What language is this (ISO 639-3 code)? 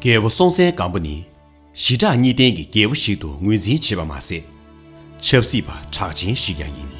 bod